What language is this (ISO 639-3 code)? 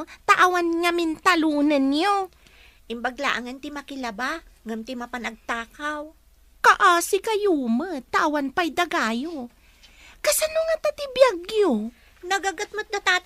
ilo